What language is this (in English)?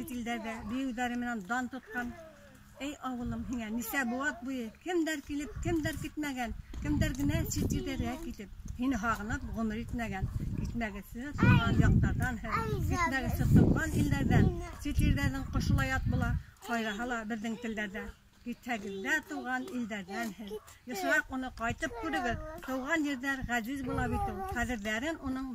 Bashkir